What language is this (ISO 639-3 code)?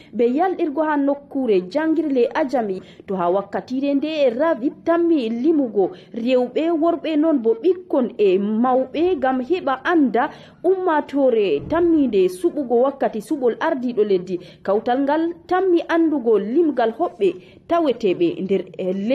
ful